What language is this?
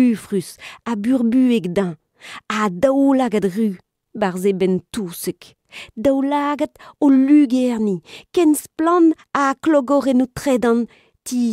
Breton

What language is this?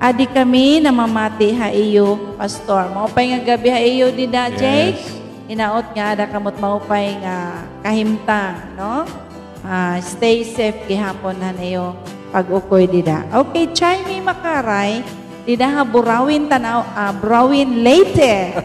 Waray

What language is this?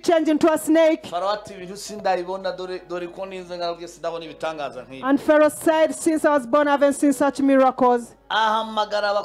Kinyarwanda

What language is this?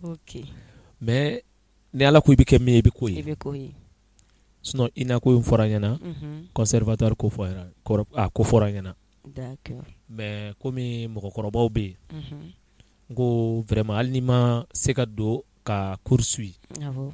Bambara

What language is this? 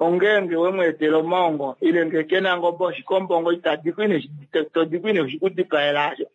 Kuanyama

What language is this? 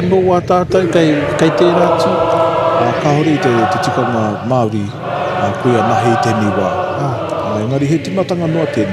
Māori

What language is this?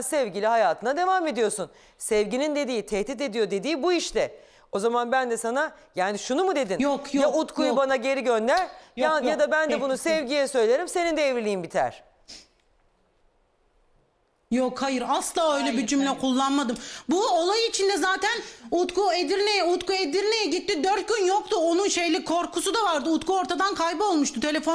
Turkish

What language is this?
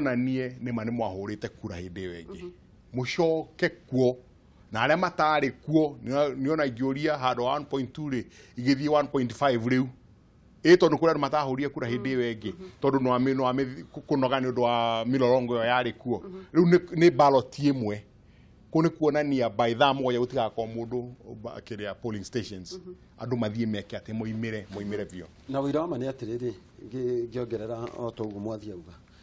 Kikuyu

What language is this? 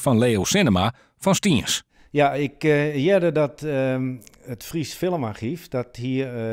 Western Frisian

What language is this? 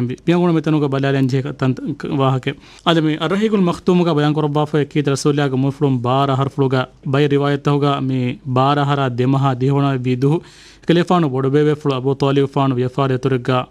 Divehi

